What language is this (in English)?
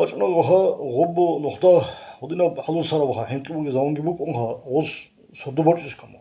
Avaric